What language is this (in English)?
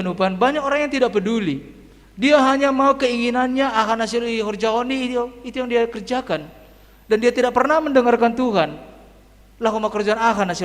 Batak Simalungun